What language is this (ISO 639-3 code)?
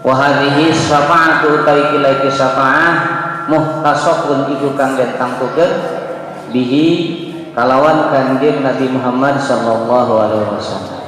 sun